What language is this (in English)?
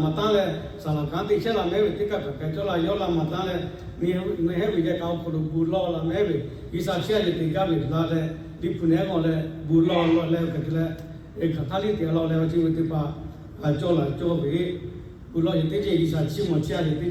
Lahu